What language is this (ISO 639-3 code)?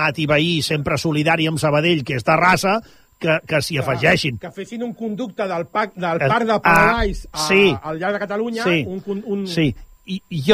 cat